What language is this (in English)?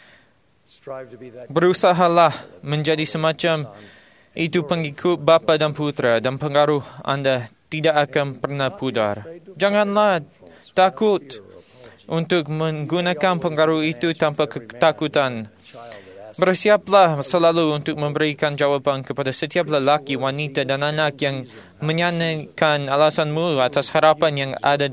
Malay